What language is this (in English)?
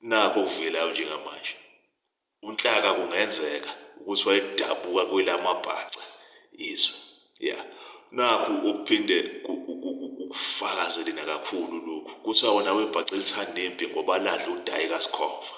Zulu